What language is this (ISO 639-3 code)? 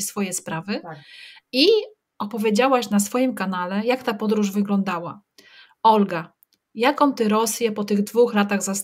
pol